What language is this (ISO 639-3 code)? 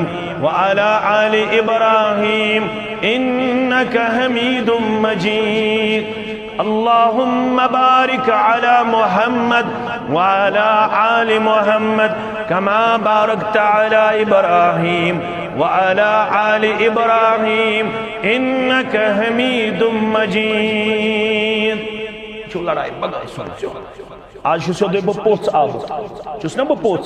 kas